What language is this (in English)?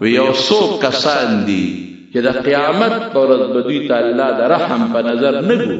Pashto